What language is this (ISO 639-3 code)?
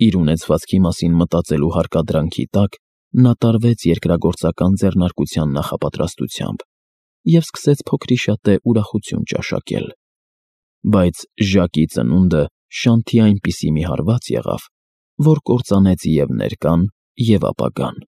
hye